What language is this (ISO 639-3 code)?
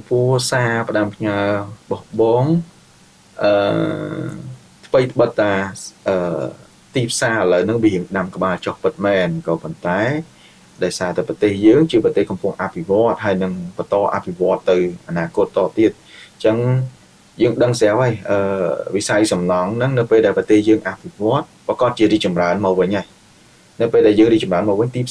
khm